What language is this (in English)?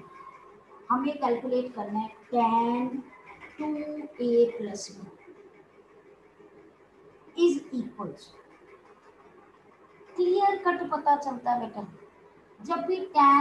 Hindi